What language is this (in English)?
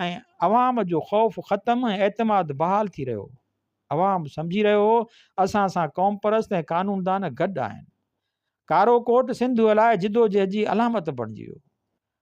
Sindhi